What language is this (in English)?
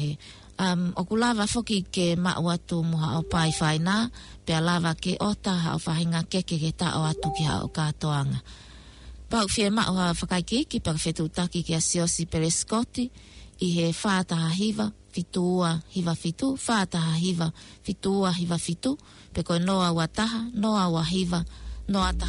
Tongan